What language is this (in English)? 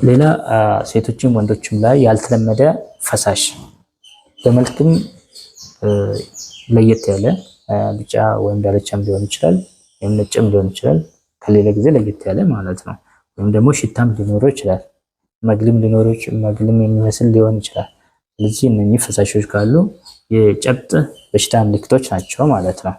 Amharic